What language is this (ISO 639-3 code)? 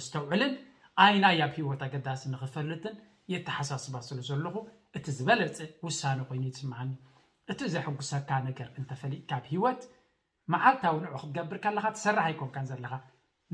tir